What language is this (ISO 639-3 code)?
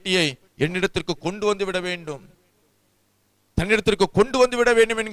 tam